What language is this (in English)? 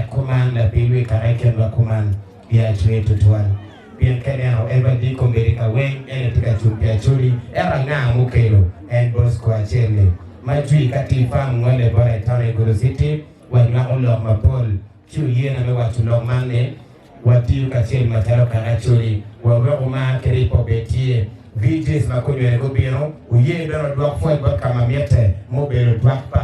Acoli